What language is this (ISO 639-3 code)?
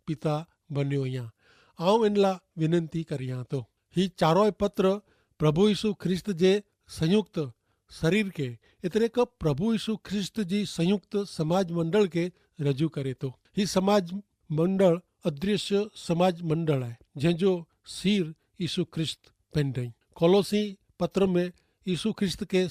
kfr